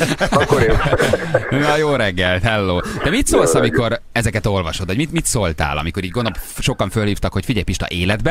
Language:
Hungarian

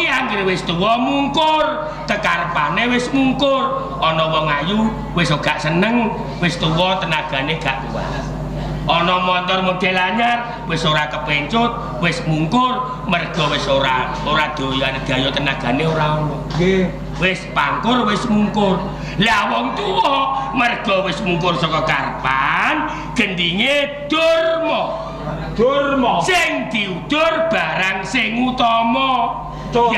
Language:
Javanese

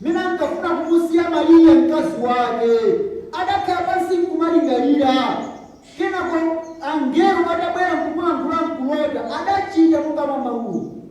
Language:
Nyanja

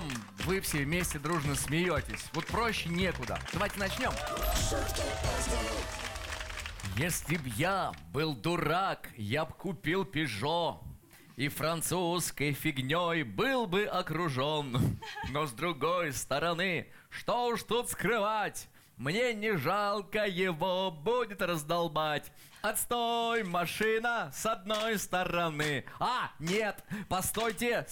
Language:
Russian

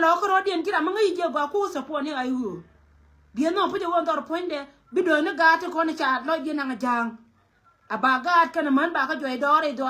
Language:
Nuer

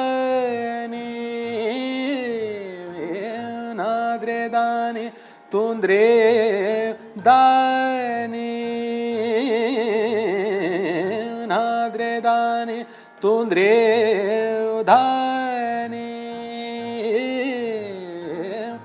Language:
Marathi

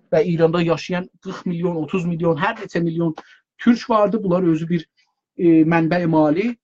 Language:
South Azerbaijani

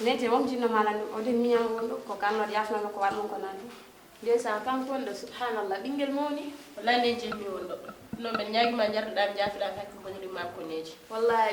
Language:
Fula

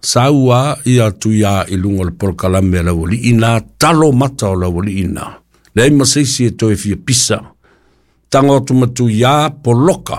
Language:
Samoan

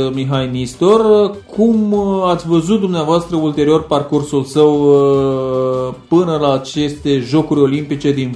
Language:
Romanian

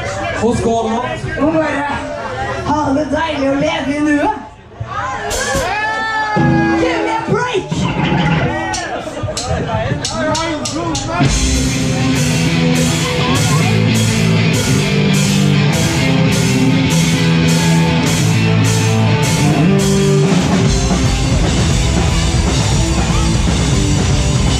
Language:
Norwegian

